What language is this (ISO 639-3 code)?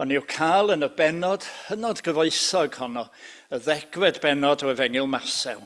cym